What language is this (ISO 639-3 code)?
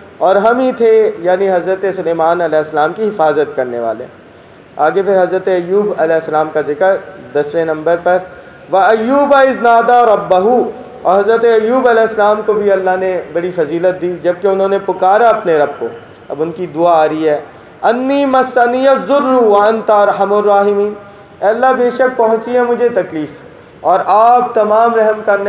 urd